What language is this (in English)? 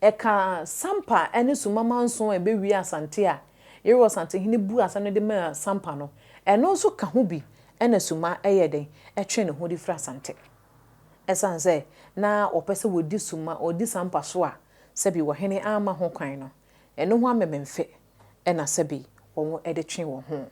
Akan